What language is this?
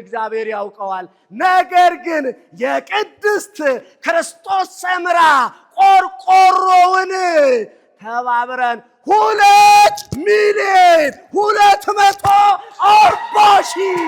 Amharic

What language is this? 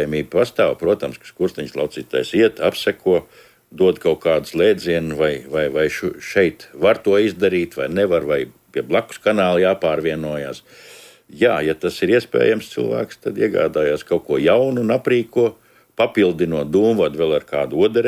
Latvian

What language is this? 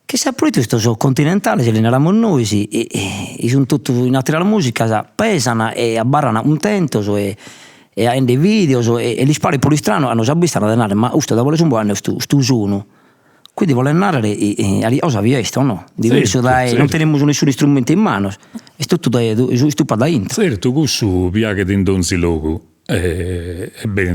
Sardinian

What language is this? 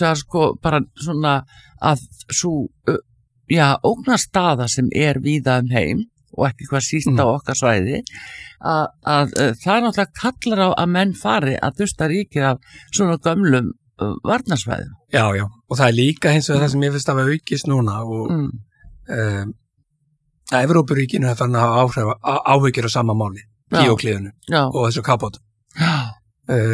Icelandic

